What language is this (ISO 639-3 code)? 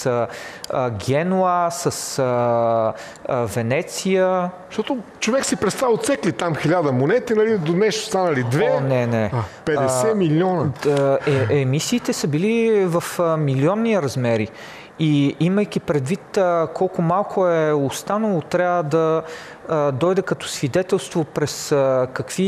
bul